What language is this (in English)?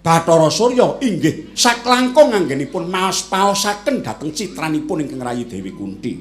Javanese